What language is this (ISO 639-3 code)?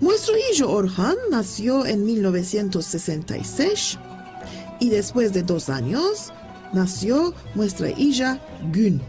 lad